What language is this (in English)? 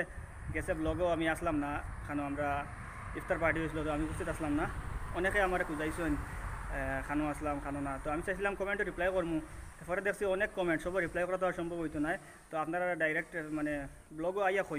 Sylheti